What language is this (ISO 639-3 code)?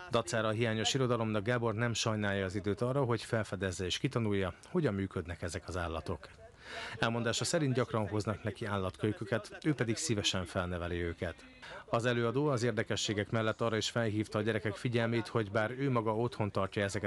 hun